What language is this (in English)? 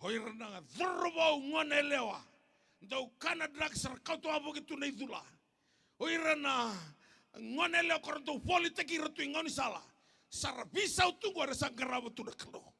Fijian